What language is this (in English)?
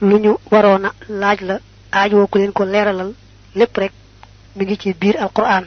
Wolof